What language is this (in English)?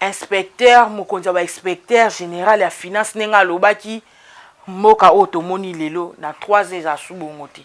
Lingala